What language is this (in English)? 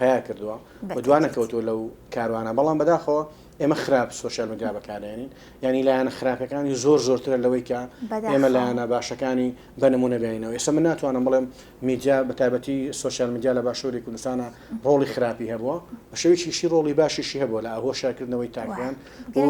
Central Kurdish